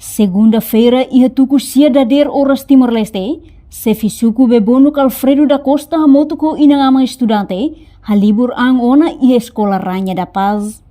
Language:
Tetum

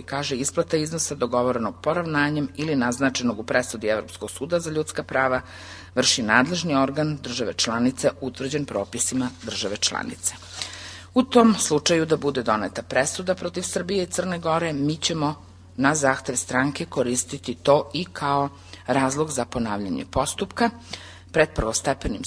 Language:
Serbian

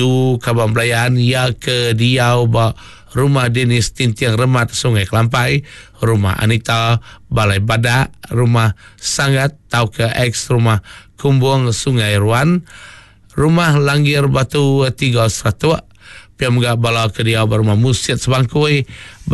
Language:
Iban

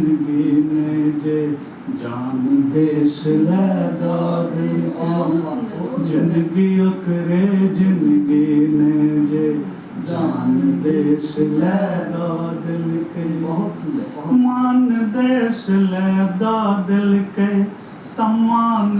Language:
Maithili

